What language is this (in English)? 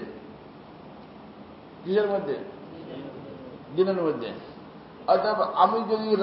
Bangla